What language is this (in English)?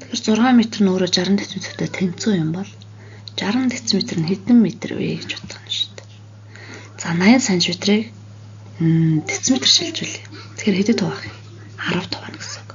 Mongolian